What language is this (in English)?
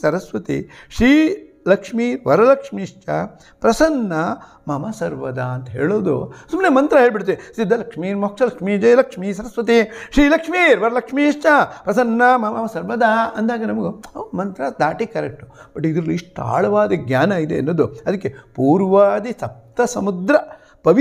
Kannada